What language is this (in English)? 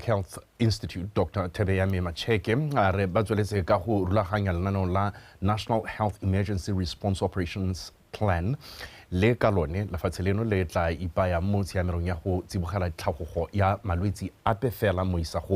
Tswana